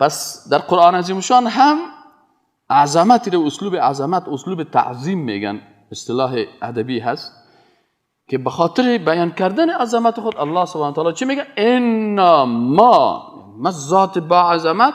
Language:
Persian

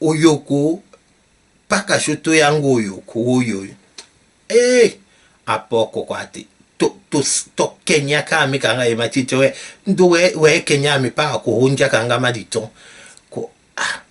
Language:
Tetela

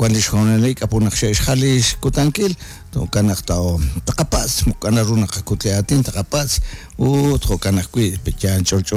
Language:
Kekchí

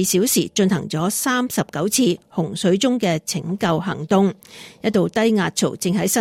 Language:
Cantonese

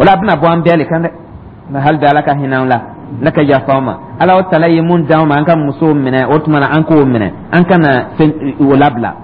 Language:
Dyula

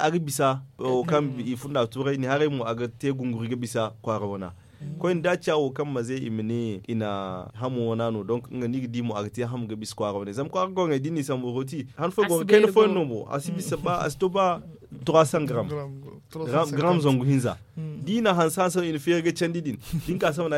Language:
Zarma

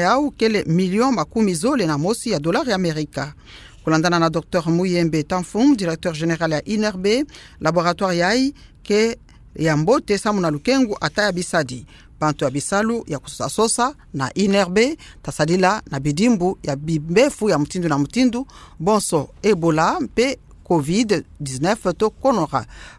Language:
Kituba (Democratic Republic of Congo)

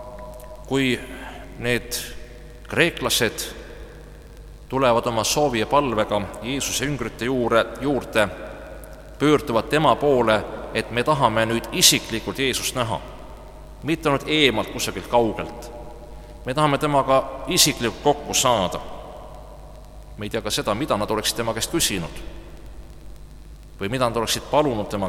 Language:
Estonian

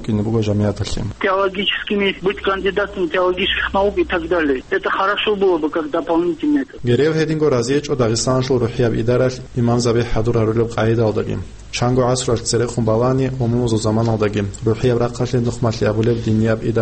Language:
Avaric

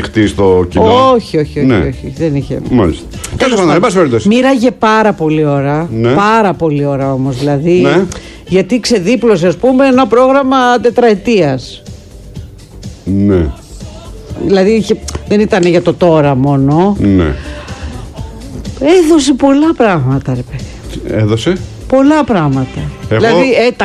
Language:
Greek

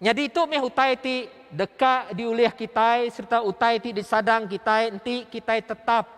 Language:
Iban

